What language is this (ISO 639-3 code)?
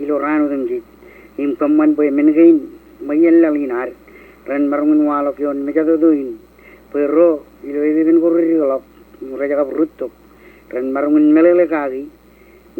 mah